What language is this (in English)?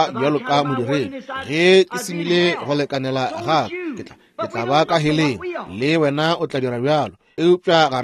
Northern Sotho